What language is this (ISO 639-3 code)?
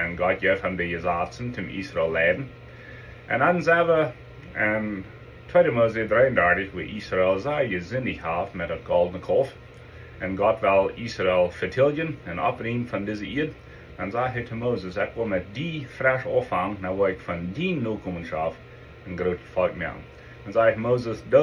pdt